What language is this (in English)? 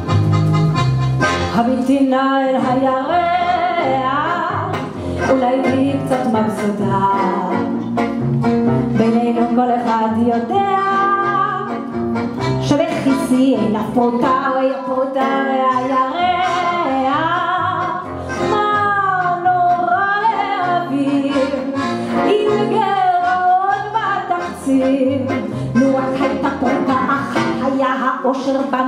Hebrew